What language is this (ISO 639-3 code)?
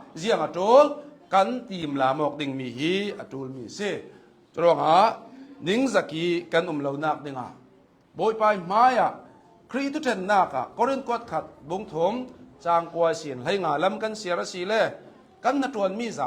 cnh